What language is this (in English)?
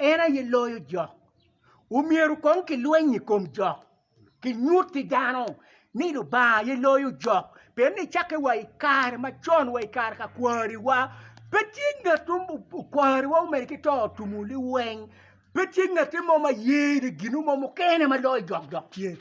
Acoli